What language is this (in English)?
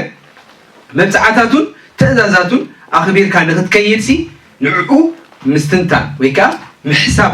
Tigrinya